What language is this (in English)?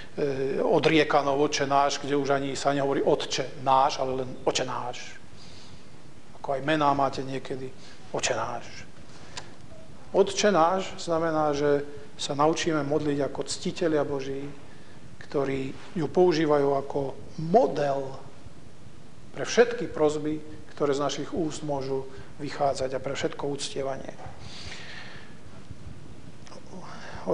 Slovak